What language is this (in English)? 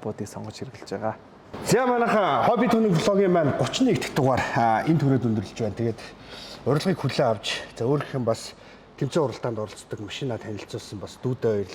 Mongolian